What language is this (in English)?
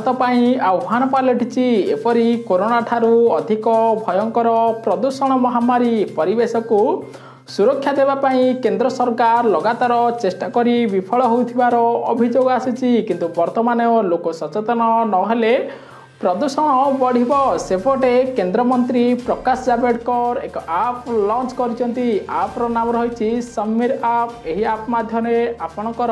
Odia